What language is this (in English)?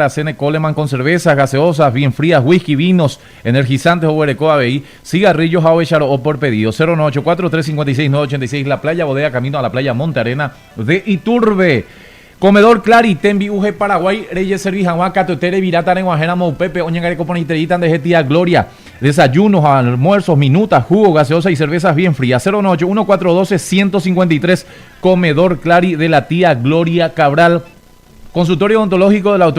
Guarani